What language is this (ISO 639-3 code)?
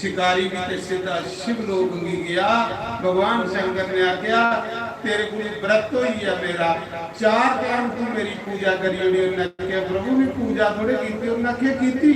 doi